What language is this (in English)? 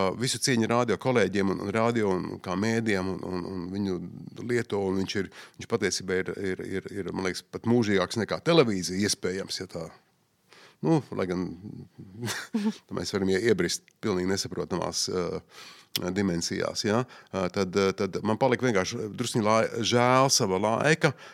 Latvian